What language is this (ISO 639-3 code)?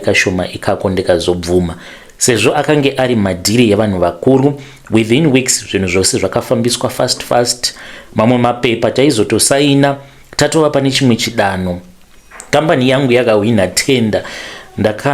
sna